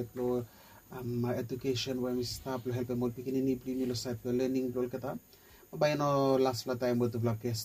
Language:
Bislama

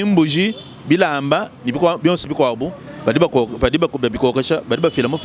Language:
Luba-Lulua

